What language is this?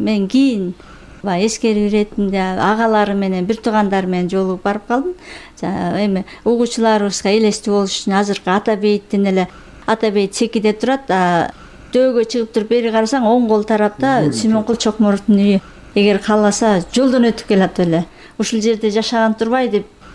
Kyrgyz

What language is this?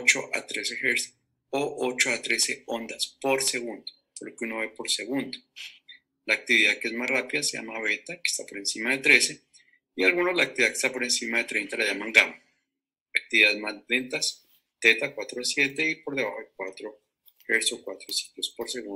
Spanish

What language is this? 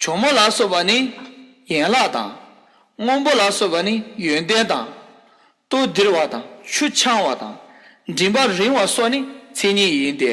Tibetan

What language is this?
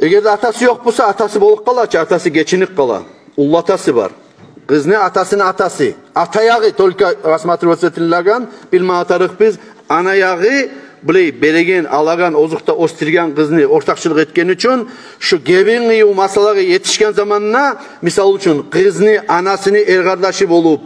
Kumyk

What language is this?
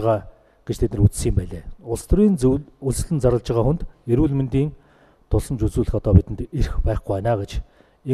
Mongolian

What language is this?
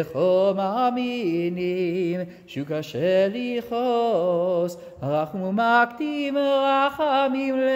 Hebrew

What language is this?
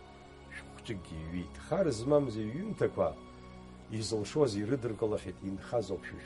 Abkhazian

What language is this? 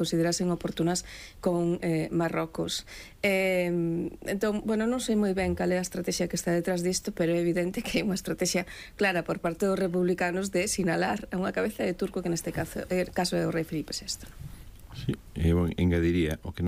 Galician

